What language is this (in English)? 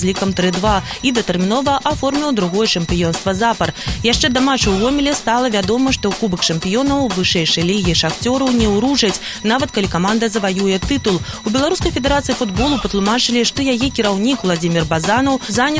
Belarusian